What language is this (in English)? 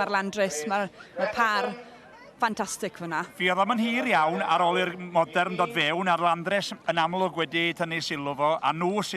Welsh